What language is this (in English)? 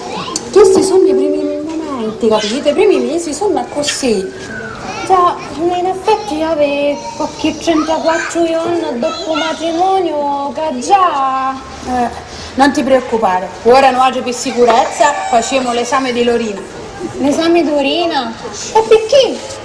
Sicilian